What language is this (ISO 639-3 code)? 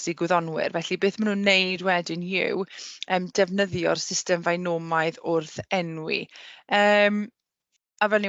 cym